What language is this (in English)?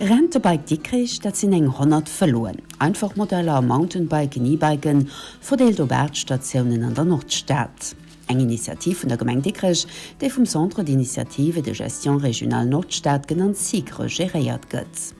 Luxembourgish